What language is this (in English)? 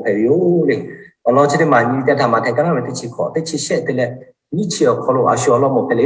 Lahu